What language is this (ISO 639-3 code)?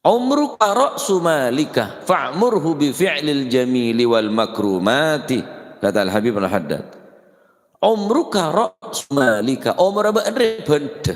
mad